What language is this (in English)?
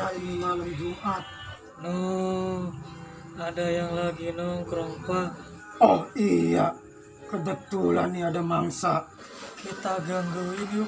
Betawi